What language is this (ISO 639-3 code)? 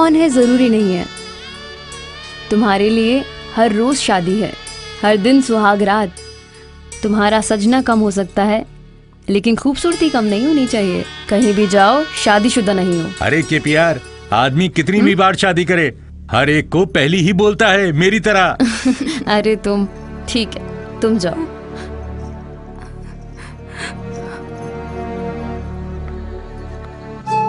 hin